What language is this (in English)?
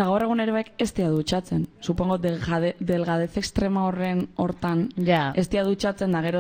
Basque